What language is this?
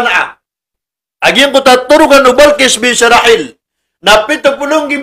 Maranao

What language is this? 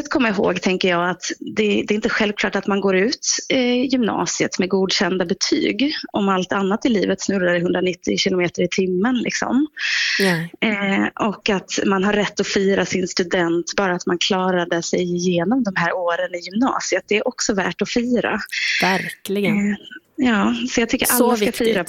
Swedish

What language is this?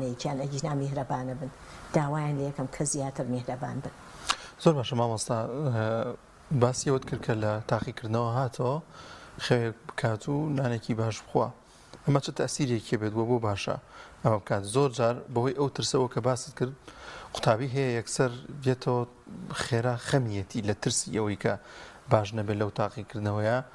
Central Kurdish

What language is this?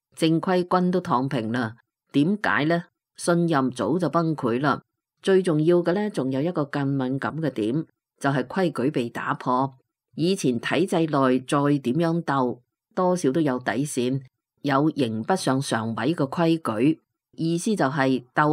Cantonese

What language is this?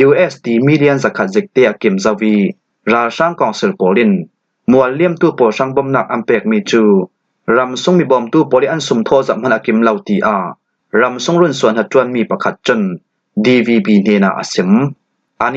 Falam Chin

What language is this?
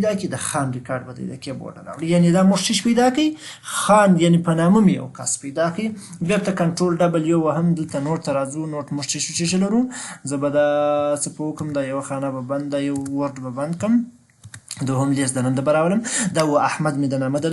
Pashto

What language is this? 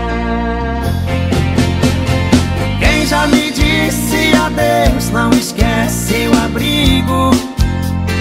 Portuguese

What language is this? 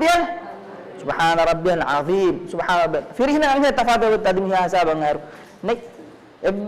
Divehi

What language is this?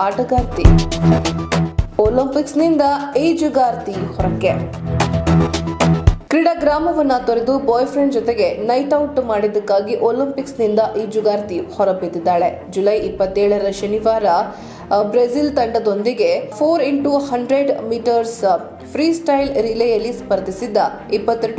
Kannada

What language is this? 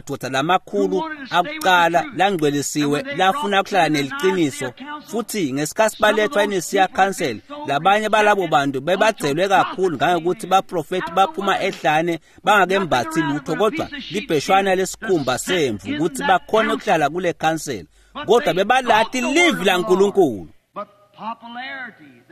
Swati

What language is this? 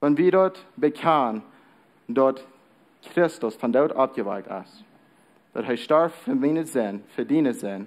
Plautdietsch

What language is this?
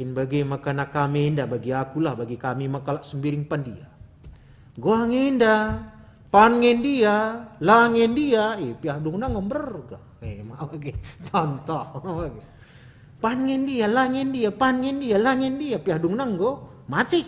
Batak Karo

